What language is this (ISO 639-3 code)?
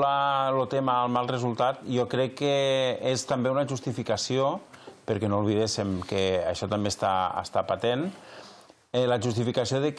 cat